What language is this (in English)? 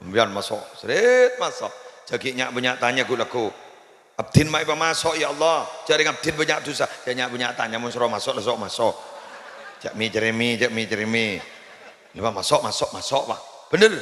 Madurese